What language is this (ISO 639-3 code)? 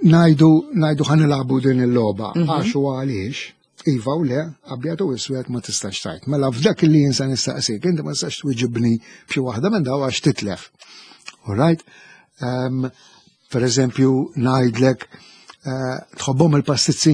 mlt